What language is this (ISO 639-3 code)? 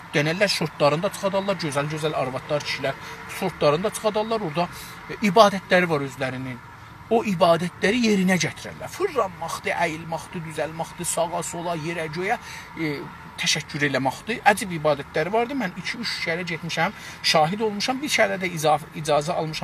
azb